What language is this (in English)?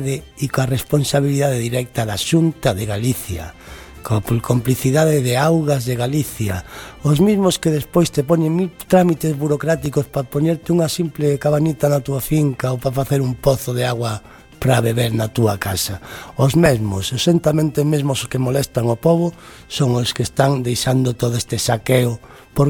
Galician